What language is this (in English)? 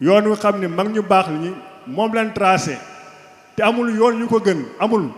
Wolof